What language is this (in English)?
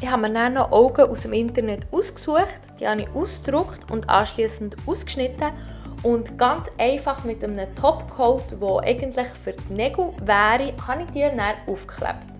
Swiss German